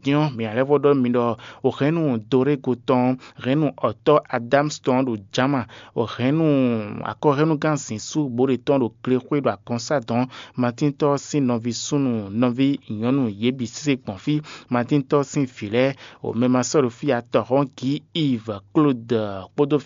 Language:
Fon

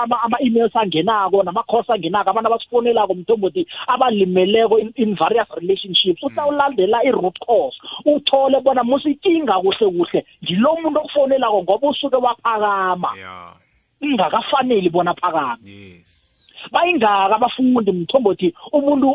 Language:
South Ndebele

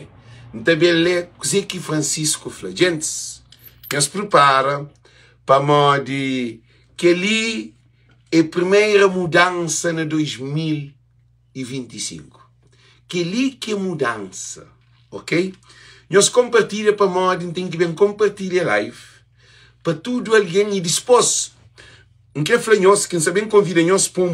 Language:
Kabuverdianu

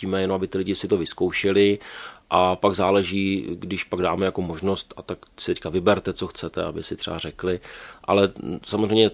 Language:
Czech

